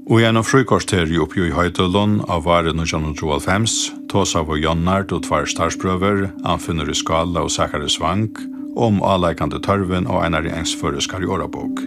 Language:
Faroese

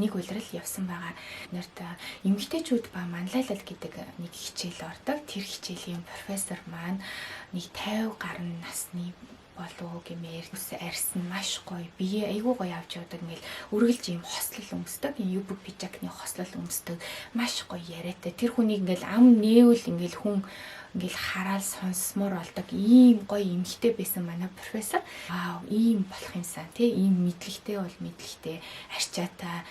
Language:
Mongolian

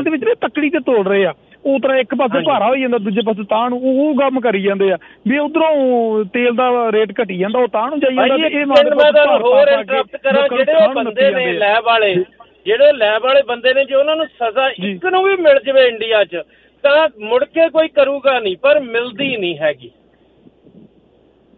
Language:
Punjabi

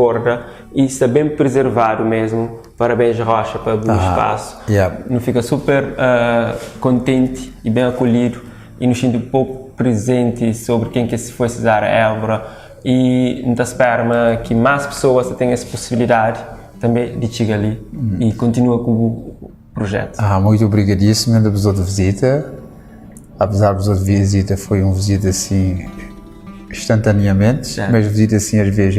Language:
Kabuverdianu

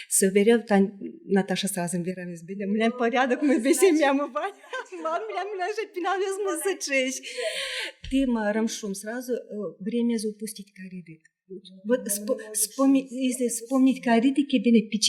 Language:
Udmurt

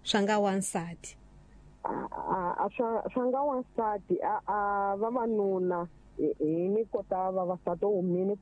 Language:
Tsonga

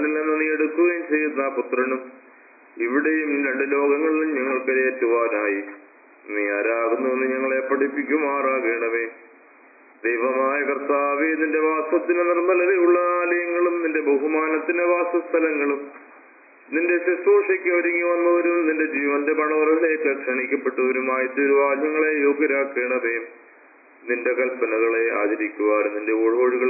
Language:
Malayalam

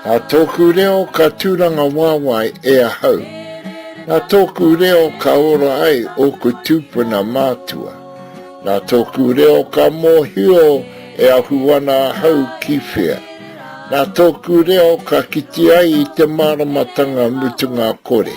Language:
Māori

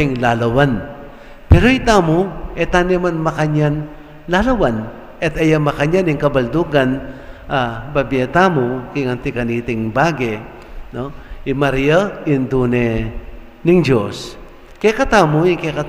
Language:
Pampanga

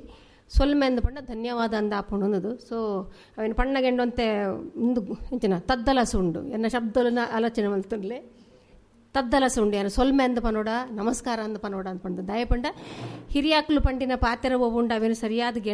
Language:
Tulu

